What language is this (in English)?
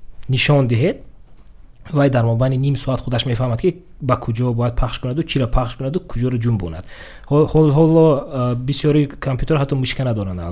Tajik